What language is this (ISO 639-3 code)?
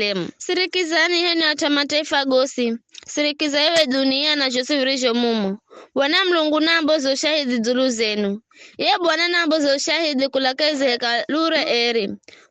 nyf